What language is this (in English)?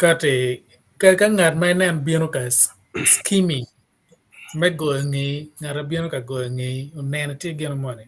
Acoli